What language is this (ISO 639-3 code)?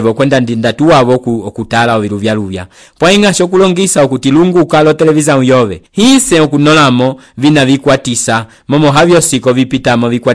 umb